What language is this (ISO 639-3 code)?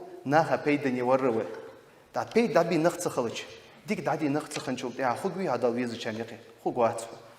inh